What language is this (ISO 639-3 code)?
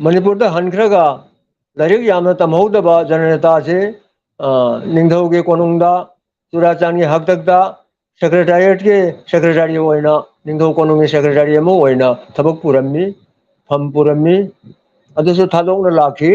mni